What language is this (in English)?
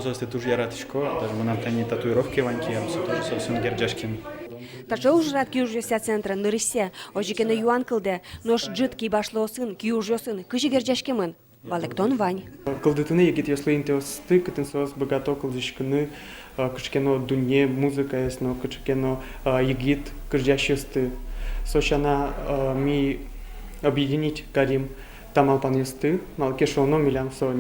Udmurt